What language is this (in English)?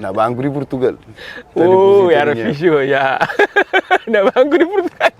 Kabuverdianu